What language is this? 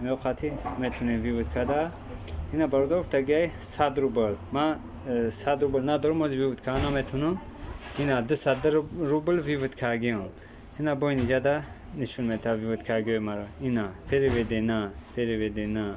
Tajik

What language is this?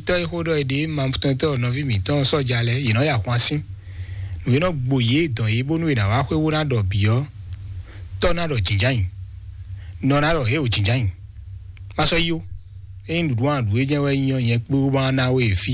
Fon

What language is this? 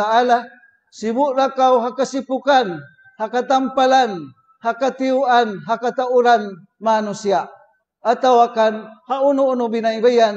Tausug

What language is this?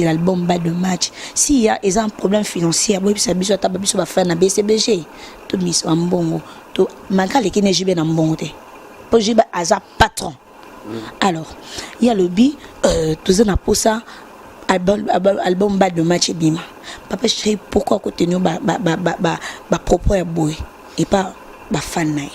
Lingala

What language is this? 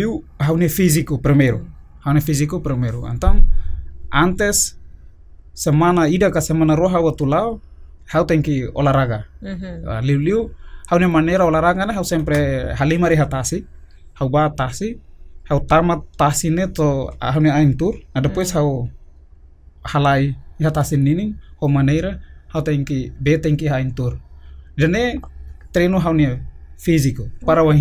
Tetum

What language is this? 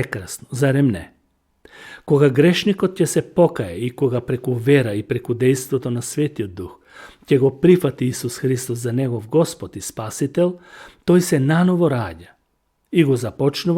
Macedonian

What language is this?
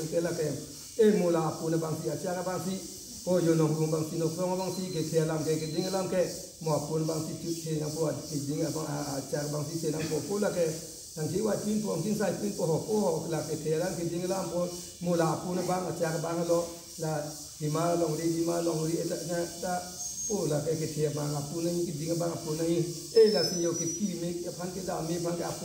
Karbi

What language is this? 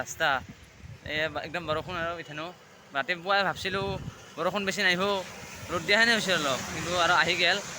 Assamese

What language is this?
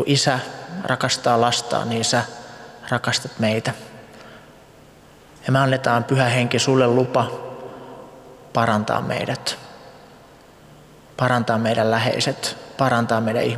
Finnish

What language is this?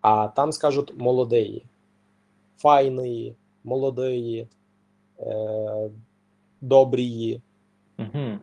Rusyn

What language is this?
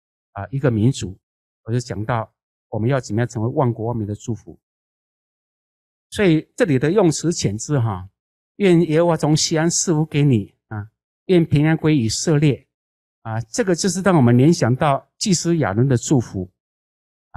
Chinese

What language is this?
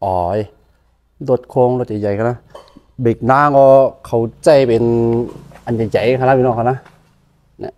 Shan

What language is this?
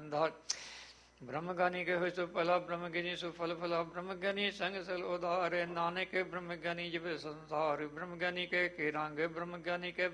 Punjabi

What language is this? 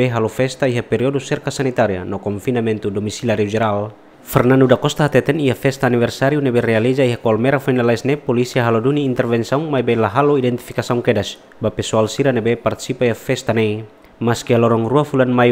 Tetum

